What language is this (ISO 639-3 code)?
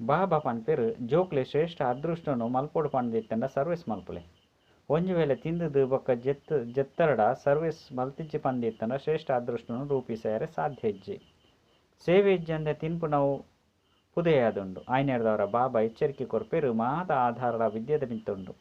tcy